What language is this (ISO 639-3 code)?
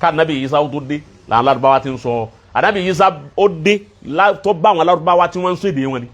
yor